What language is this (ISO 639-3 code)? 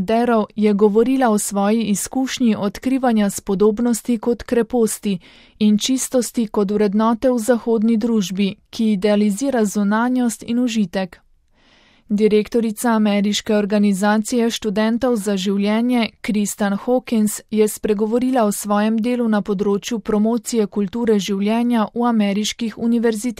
slv